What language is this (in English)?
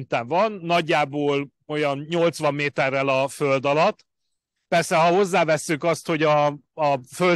Hungarian